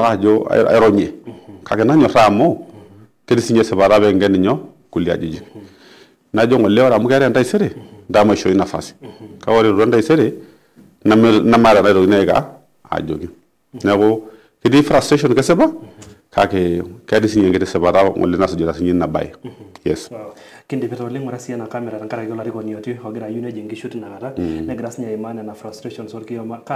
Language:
Masai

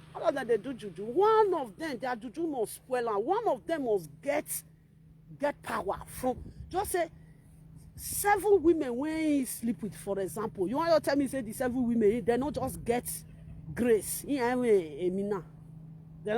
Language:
Nigerian Pidgin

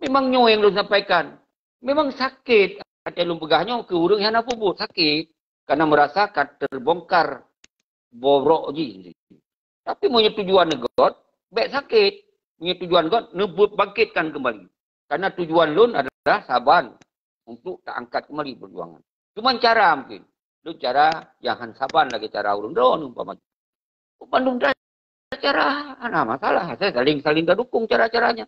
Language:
Achinese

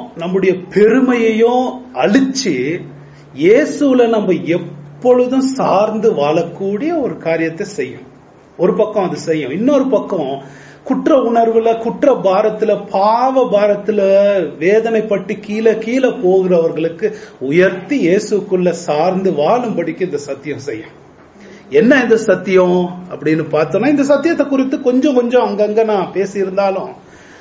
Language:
Tamil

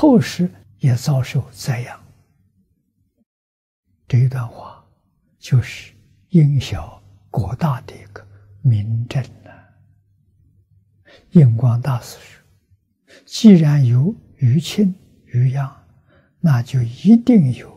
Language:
Chinese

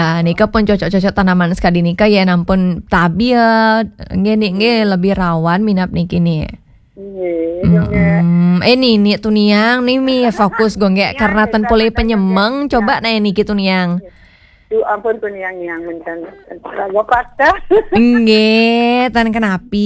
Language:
Balinese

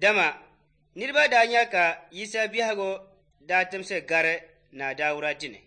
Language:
Dagbani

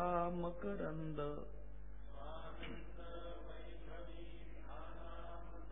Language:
Marathi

